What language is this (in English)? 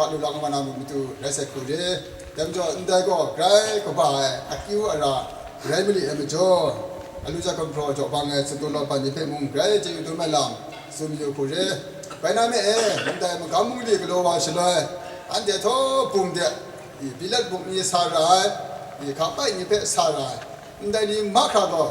Kachin